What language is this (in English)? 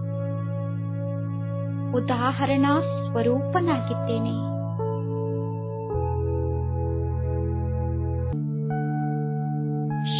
Kannada